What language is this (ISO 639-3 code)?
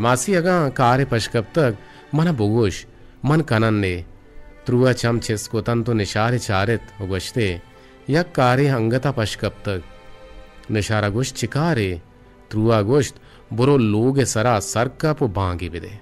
bgp